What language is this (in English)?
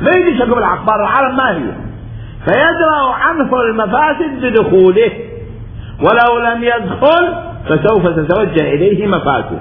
Mesopotamian Arabic